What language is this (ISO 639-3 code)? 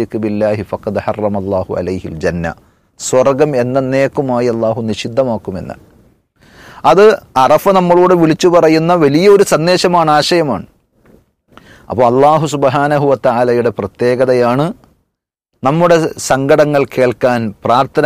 mal